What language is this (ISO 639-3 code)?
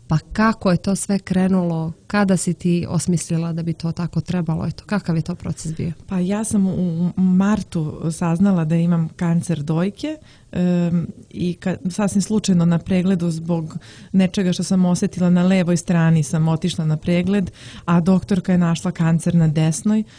srp